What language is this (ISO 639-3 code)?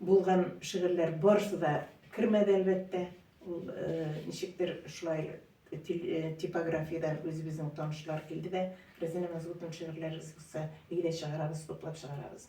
tat